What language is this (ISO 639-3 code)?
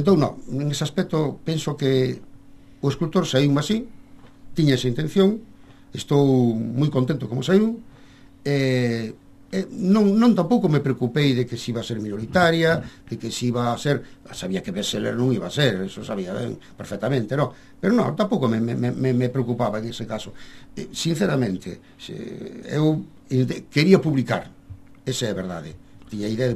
glg